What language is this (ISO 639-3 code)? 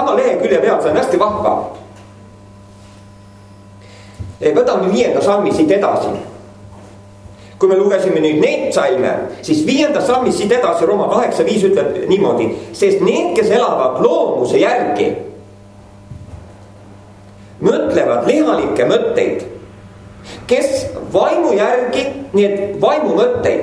est